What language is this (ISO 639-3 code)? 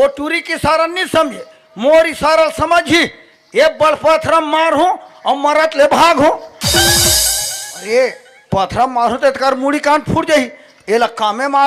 hne